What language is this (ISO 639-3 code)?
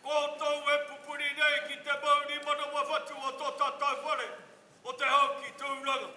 mri